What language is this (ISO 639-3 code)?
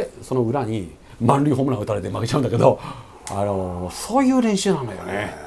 jpn